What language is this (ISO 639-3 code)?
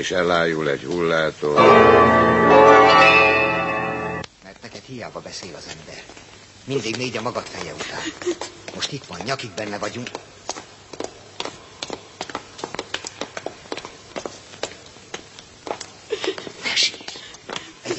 hun